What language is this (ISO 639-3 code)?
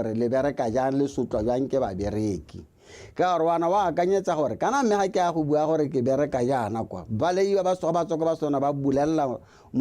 tsn